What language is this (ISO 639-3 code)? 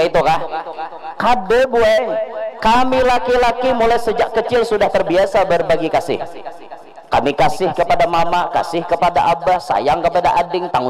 bjn